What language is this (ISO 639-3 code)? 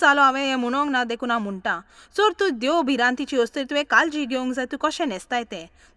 kok